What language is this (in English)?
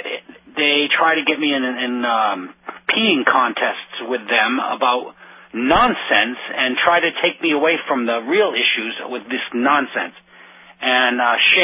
English